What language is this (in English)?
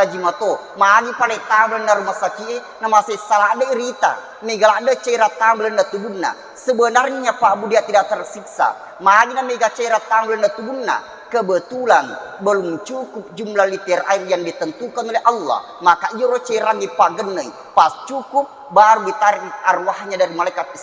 Buginese